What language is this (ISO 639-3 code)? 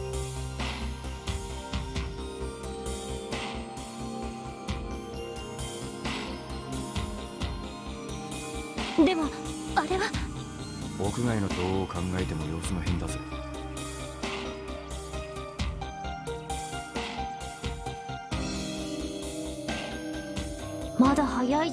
jpn